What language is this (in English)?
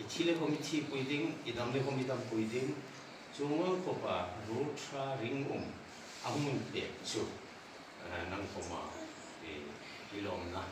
Hmar